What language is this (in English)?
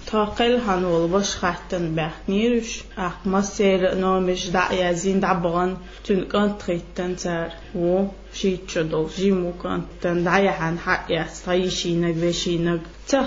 Chechen